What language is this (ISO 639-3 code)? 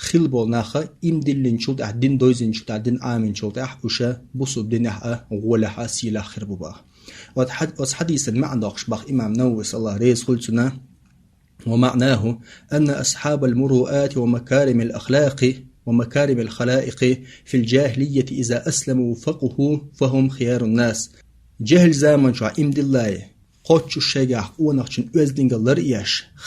che